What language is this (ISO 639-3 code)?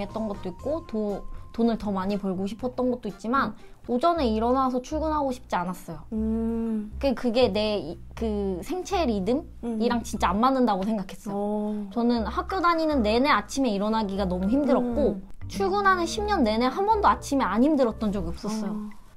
kor